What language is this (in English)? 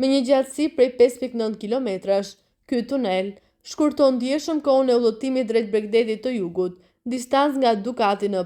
Albanian